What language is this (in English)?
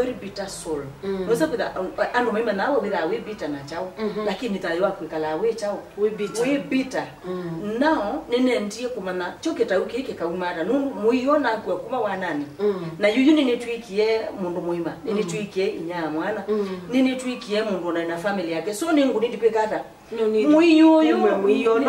Kamba